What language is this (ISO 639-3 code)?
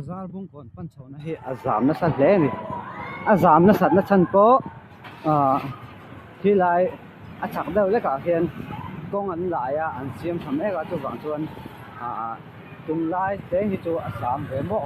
lus